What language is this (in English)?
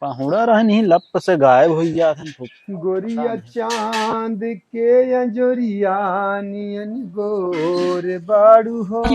Awadhi